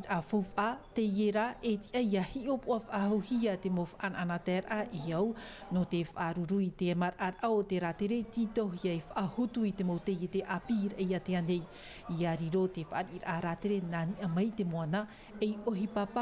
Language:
Tahitian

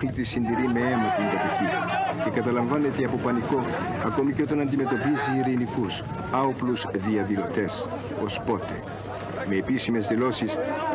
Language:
Greek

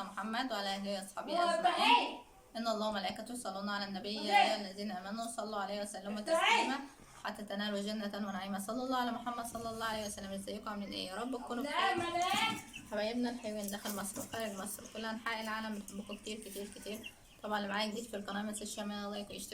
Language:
Egyptian Arabic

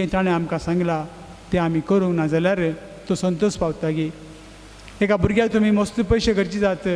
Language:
Konkani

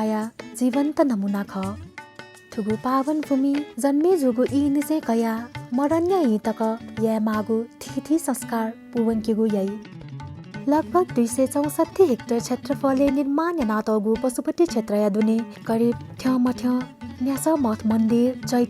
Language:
Newari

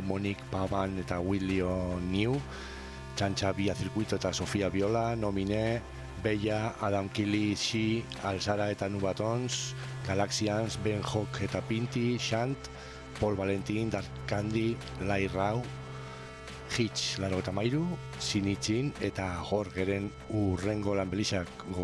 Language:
Basque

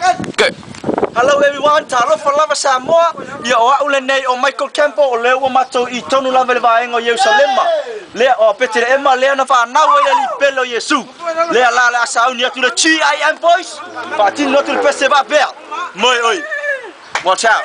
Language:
Samoan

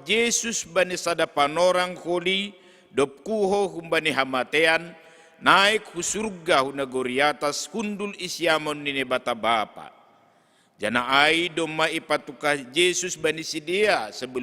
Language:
Batak Simalungun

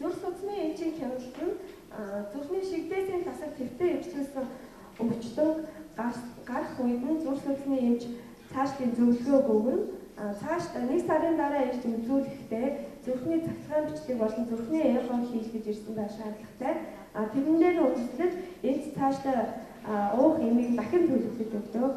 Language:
Mongolian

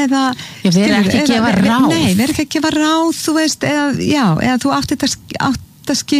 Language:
Icelandic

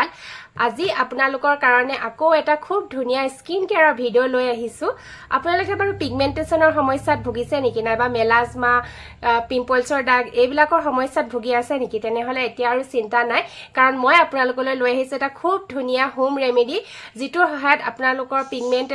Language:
Assamese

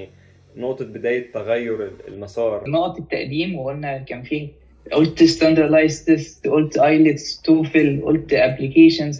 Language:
Egyptian Arabic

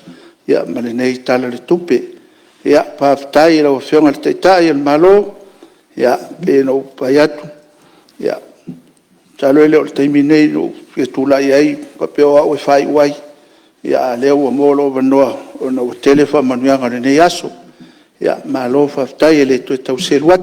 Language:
Samoan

